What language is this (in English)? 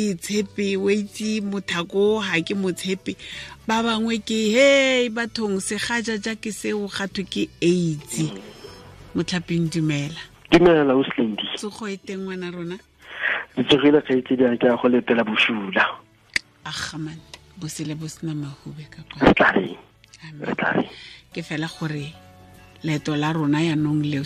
Tswana